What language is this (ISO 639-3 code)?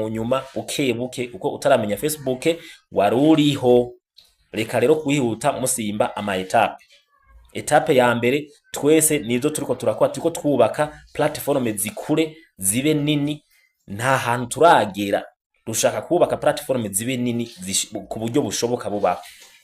run